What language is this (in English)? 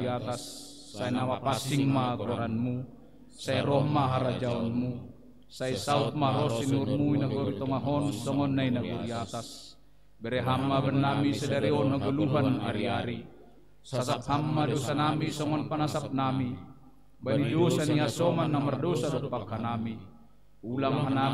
Batak Simalungun